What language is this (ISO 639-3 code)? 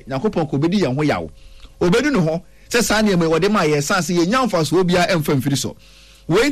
aka